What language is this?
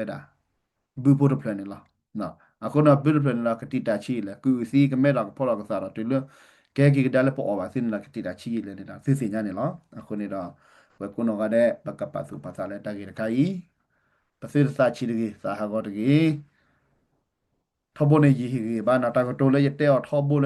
S'gaw Karen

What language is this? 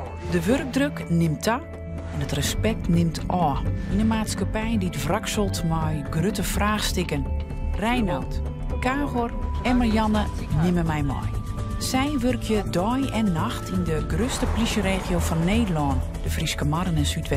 Western Frisian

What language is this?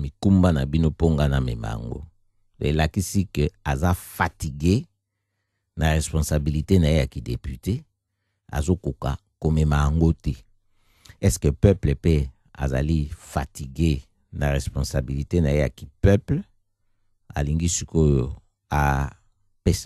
Lingala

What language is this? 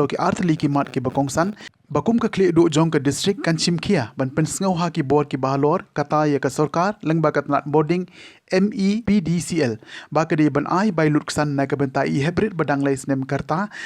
Khasi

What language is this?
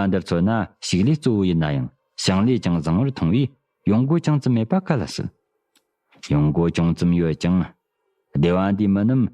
Tibetan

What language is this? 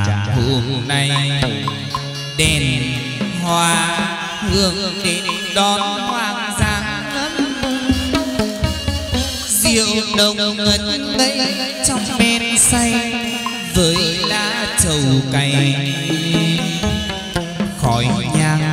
Vietnamese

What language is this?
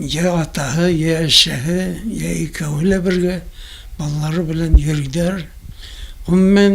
Bashkir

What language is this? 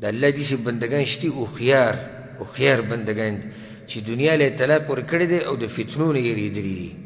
Pashto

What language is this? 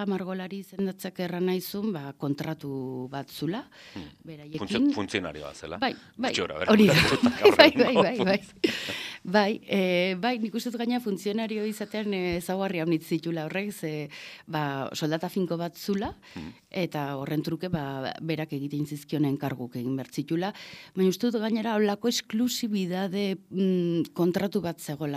Basque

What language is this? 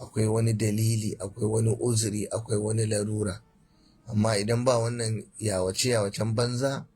Hausa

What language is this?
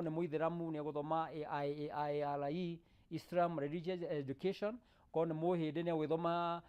Kikuyu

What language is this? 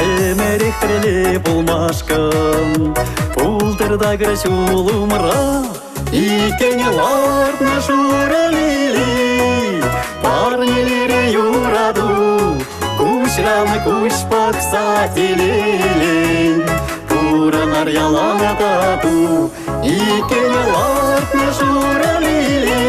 Chuvash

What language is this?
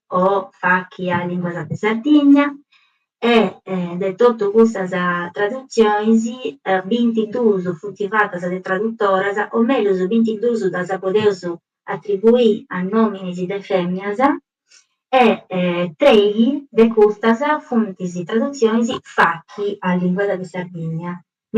Sardinian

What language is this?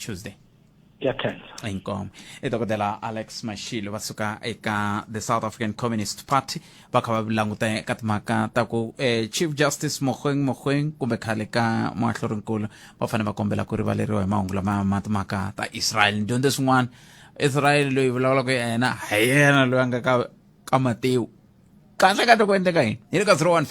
Tsonga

